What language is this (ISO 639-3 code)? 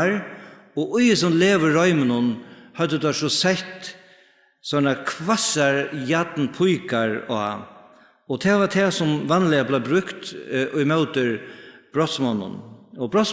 fao